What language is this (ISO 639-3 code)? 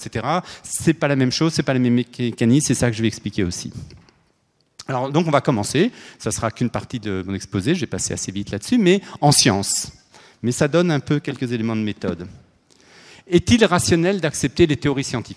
fra